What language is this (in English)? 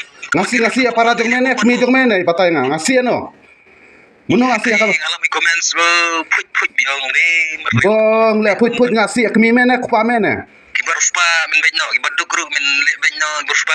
Khasi